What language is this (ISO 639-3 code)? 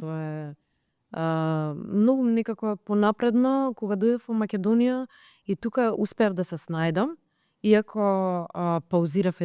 mkd